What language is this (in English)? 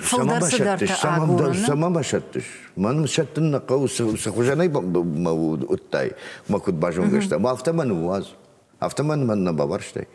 Ossetic